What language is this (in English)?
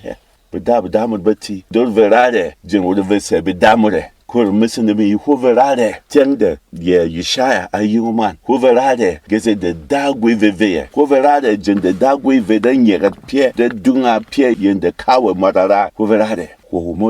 Berom